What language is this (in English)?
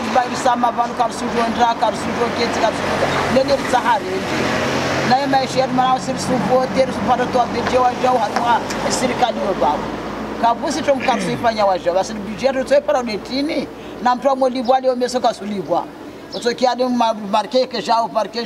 Swahili